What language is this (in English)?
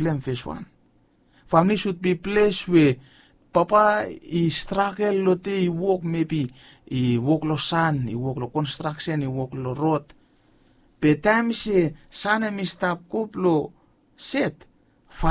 Bislama